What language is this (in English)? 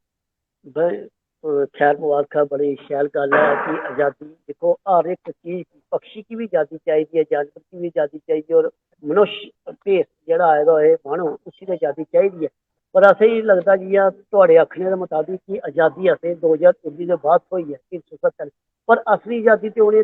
Dogri